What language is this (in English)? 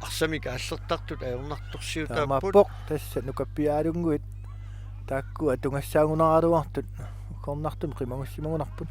Kalaallisut